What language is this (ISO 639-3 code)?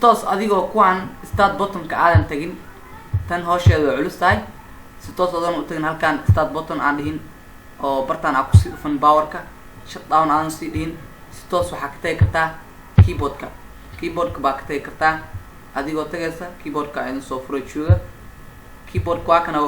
som